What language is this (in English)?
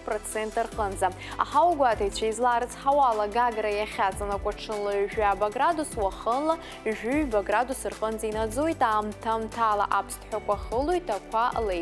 Abkhazian